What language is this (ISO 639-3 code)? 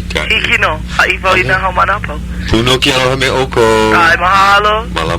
haw